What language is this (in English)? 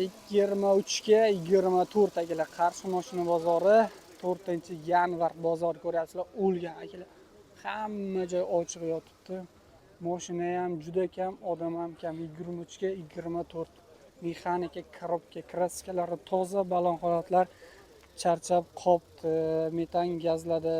Uzbek